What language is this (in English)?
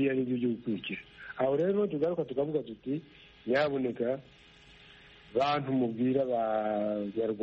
Kinyarwanda